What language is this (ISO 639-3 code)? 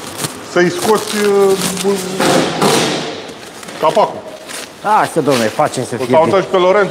ron